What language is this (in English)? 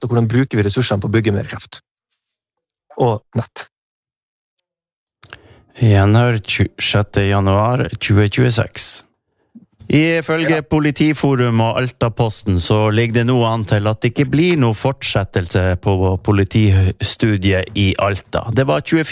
Norwegian